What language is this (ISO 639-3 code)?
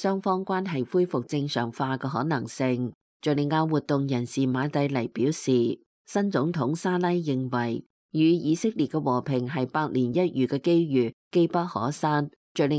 yue